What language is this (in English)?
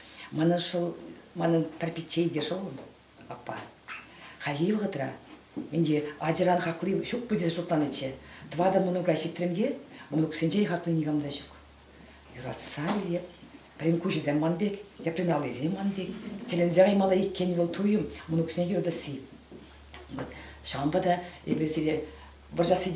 Chuvash